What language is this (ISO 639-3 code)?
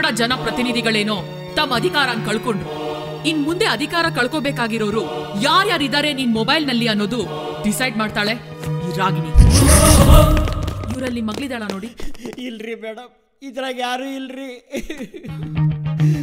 kan